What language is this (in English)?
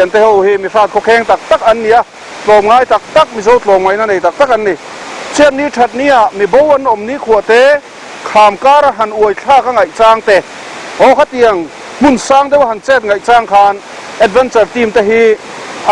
Mizo